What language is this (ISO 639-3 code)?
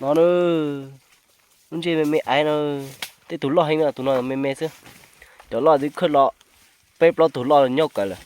hmn